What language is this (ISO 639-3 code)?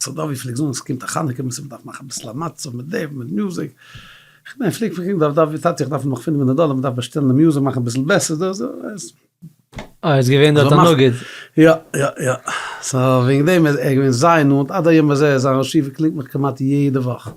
yid